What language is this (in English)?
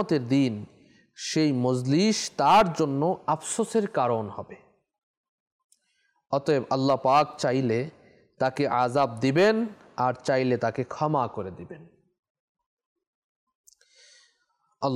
Bangla